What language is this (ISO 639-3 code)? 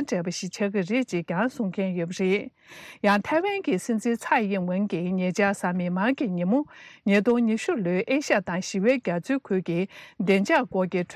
bod